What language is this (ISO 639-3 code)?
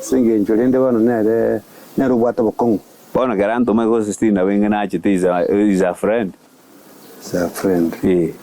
guz